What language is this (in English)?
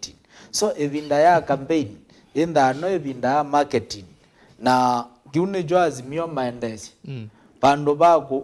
Kamba